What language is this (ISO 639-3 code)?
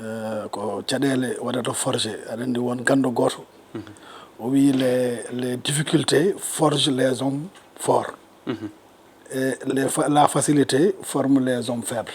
ful